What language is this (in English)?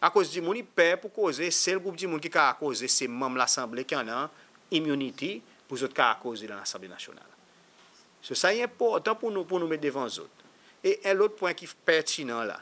Seselwa Creole French